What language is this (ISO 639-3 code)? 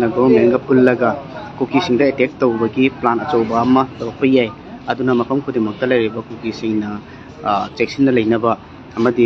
mni